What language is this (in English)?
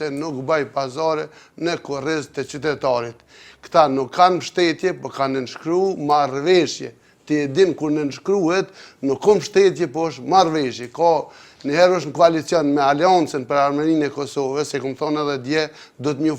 Albanian